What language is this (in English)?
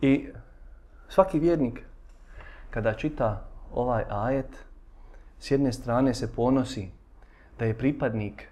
Bosnian